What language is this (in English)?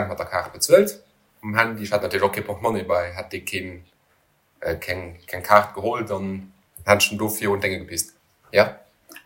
Luxembourgish